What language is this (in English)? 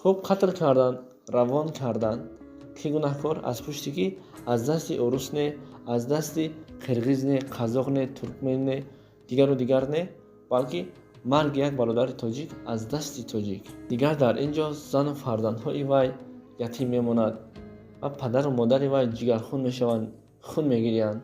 Tajik